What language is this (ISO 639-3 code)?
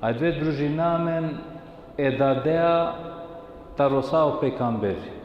rmn